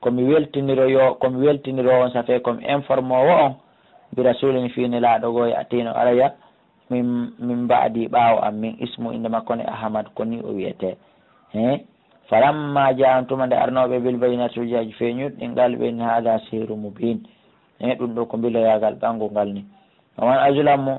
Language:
Pular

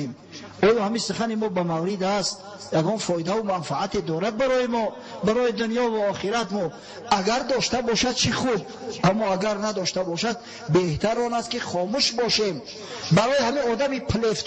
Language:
Tajik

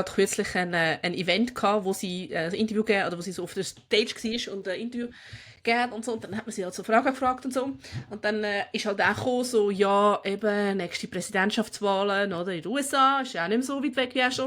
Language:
Swiss German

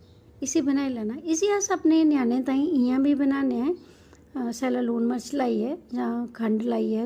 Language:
Dogri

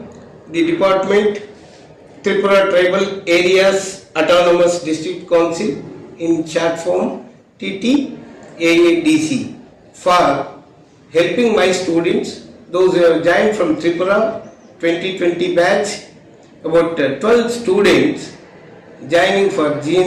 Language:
Riang (India)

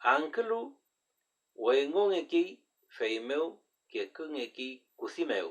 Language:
Mapuche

